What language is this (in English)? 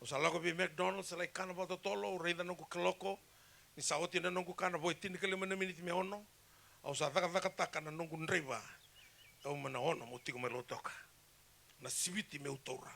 Fijian